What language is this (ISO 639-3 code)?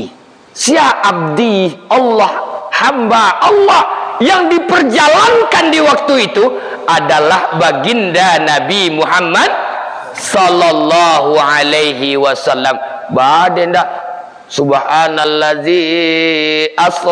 min